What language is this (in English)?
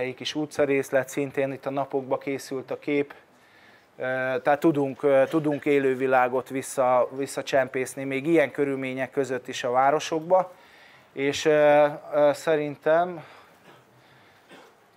Hungarian